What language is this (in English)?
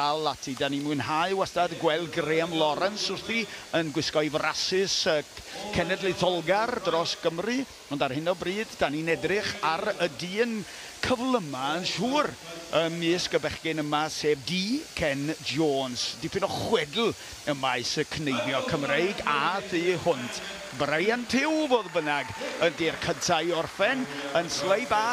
Welsh